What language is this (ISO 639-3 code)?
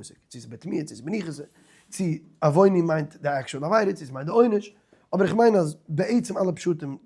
yid